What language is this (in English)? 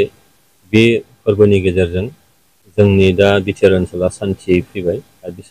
Bodo